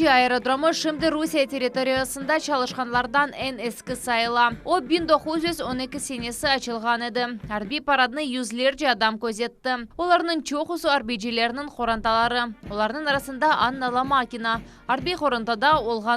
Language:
Crimean Tatar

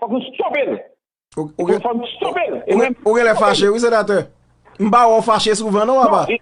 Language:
Haitian Creole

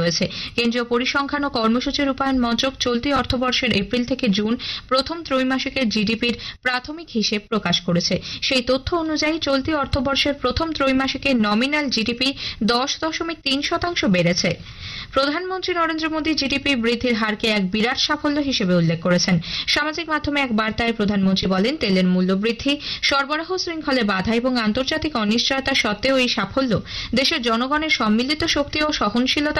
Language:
Bangla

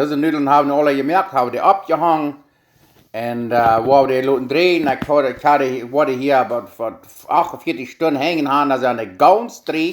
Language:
Plautdietsch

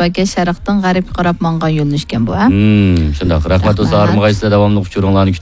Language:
Uyghur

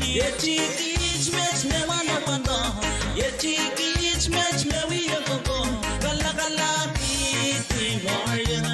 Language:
Pohnpeian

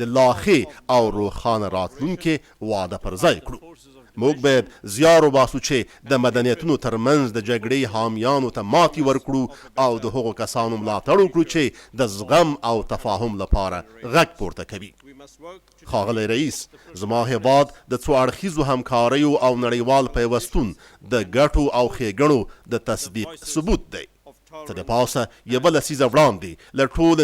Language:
Pashto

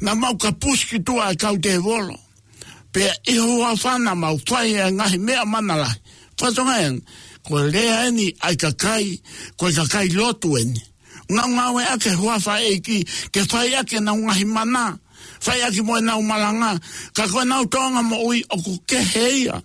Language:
Tongan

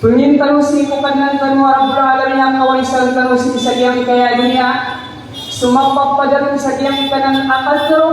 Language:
Maranao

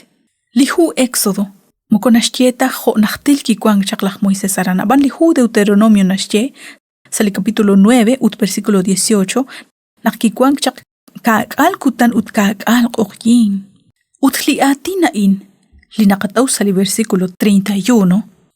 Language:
Kekchí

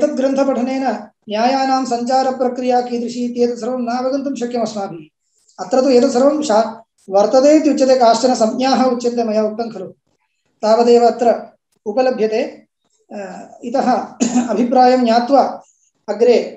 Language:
Sanskrit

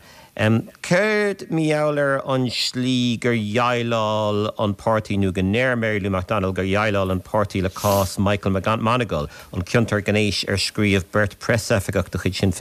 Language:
Irish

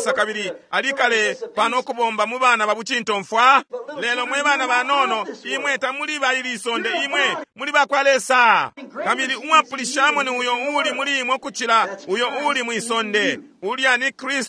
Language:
Bemba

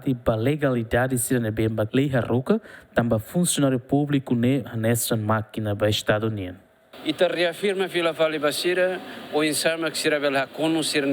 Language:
Tetum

